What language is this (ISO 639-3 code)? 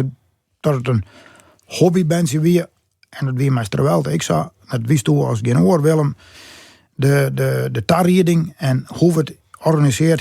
fry